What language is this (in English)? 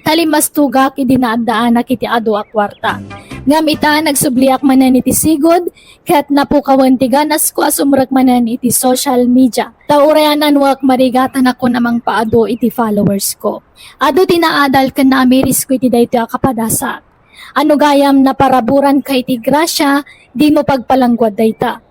Iloko